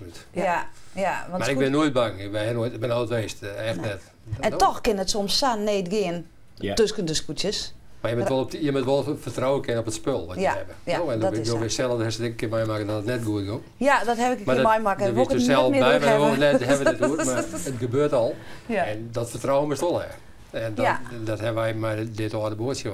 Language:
Western Frisian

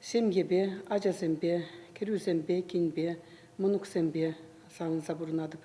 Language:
Chuvash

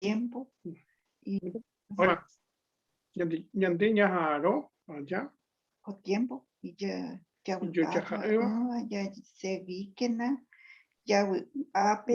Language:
Guarani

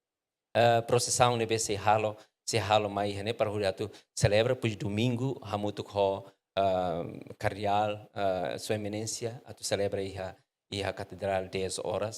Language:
Tetum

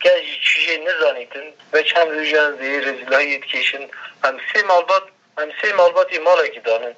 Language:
Kurdish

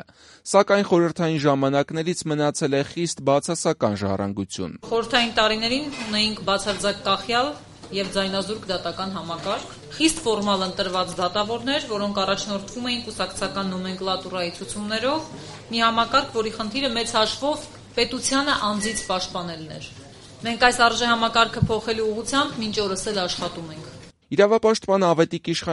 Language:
Armenian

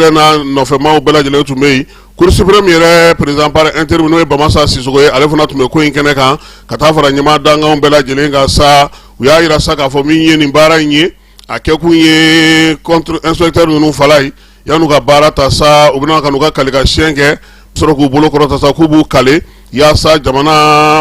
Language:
Bambara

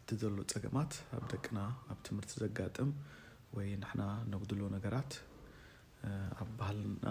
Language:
Tigrinya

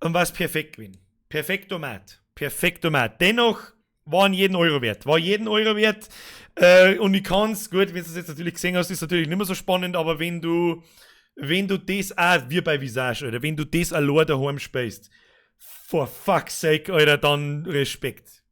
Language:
Bavarian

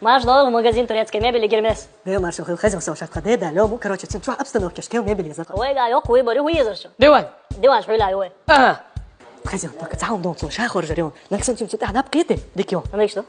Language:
Chechen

